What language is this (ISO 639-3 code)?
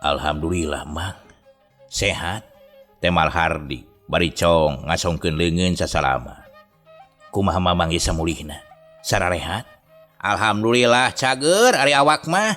sun